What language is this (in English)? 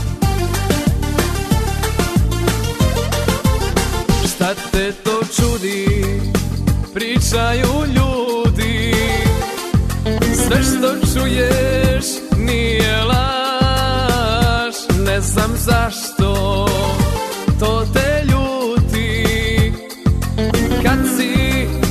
Croatian